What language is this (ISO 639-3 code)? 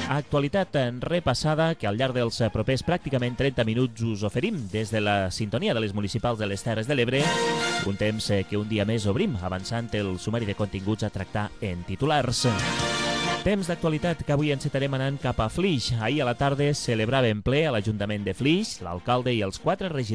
cat